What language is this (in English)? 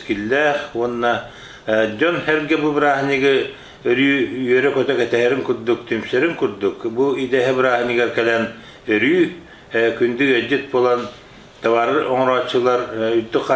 Yakut